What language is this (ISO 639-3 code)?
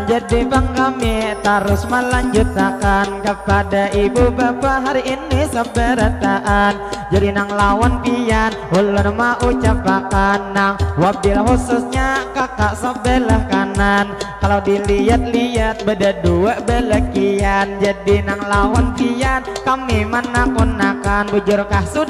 bjn